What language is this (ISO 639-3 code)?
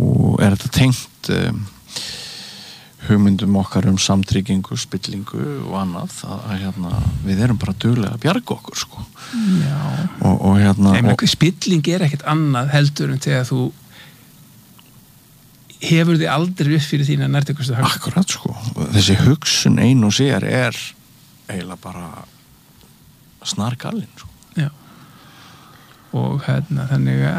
isl